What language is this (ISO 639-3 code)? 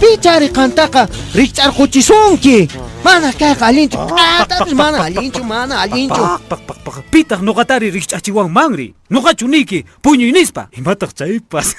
que